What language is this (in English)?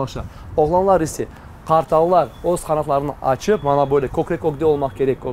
Crimean Tatar